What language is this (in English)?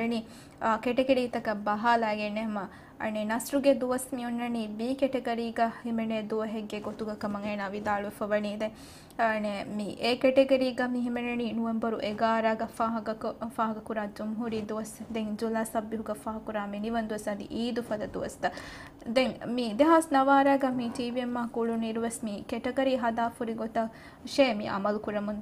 Divehi